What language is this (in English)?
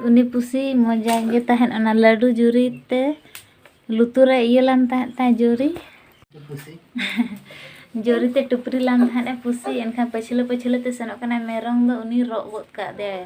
Santali